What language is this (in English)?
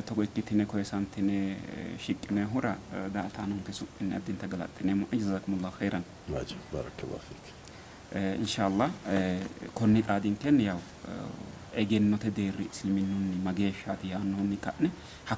Sidamo